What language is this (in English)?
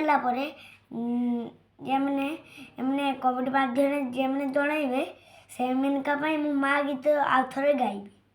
Odia